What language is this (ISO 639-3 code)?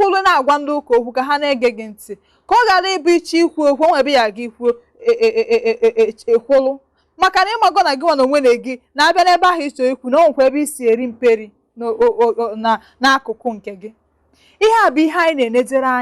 ibo